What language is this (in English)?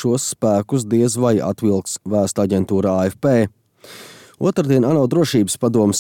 Latvian